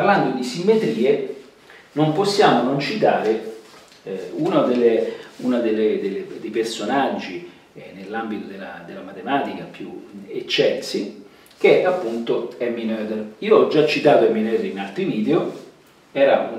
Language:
Italian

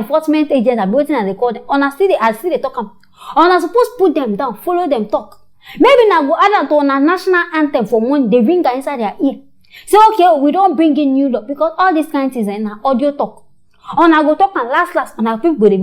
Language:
Nigerian Pidgin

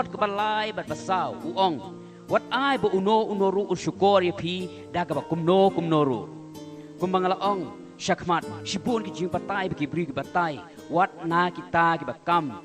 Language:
Khasi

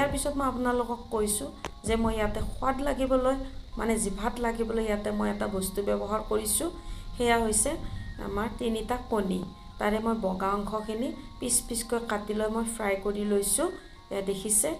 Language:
Assamese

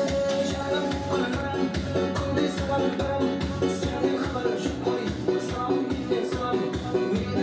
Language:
Kara-Kalpak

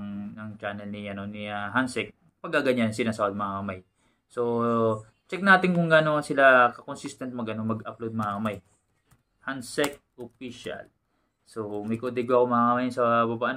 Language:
Filipino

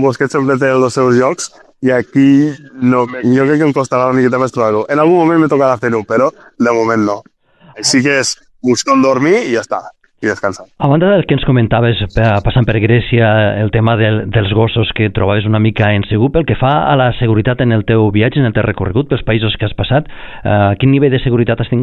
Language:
Catalan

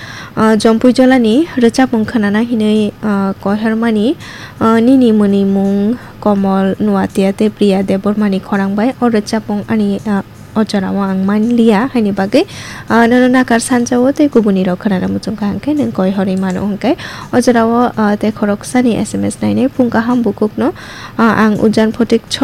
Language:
Kok Borok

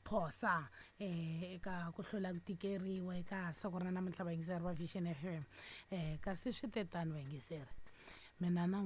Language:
Tsonga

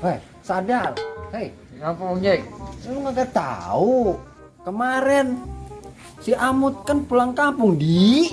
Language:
Betawi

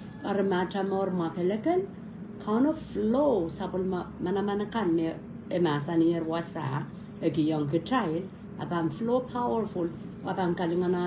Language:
Pohnpeian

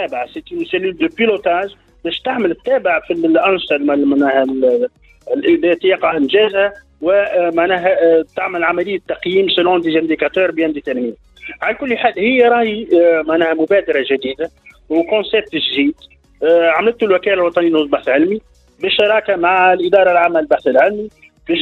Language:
Tunisian Arabic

